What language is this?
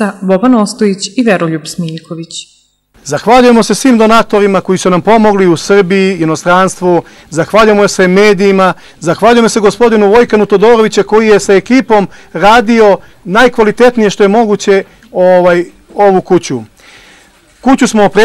Serbian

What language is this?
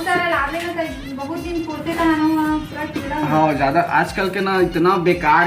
Chhattisgarhi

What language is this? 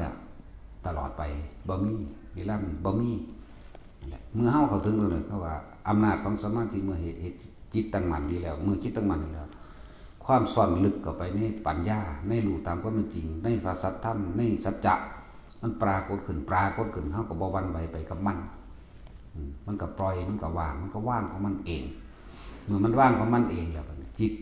Northeastern Thai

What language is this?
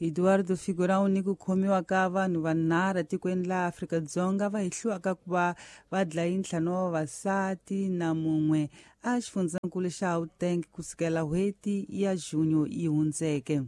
Tsonga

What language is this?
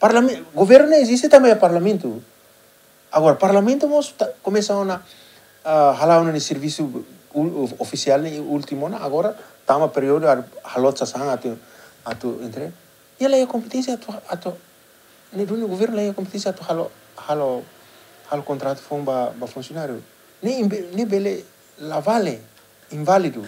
Tetum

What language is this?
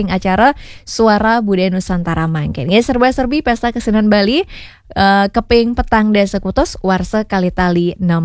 Balinese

